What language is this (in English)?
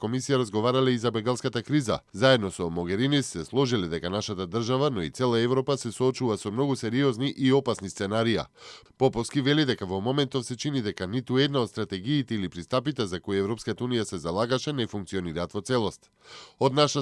Macedonian